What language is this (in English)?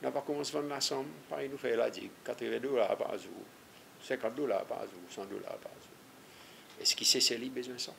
Seselwa Creole French